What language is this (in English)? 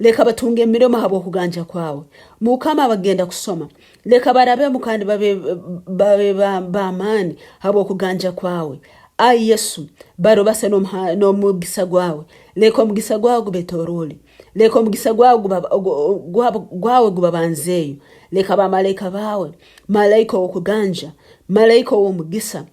Nyankole